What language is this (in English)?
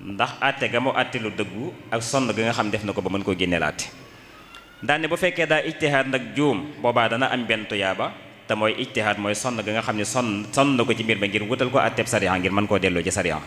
Wolof